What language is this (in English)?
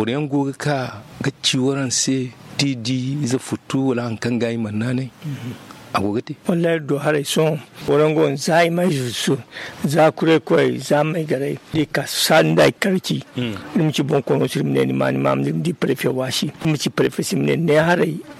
Zarma